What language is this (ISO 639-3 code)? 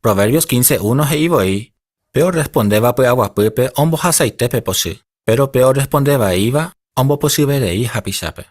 grn